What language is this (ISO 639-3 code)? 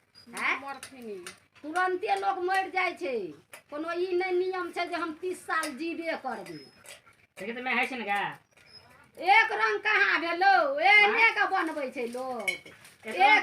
mai